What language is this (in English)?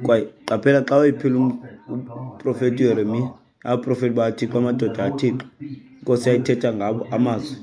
Xhosa